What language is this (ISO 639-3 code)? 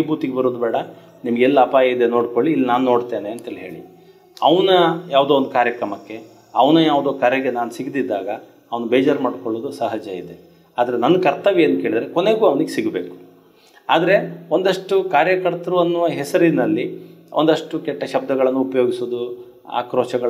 kan